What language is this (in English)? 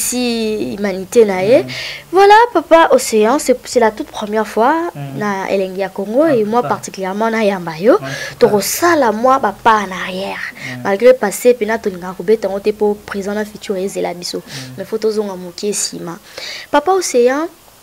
Lingala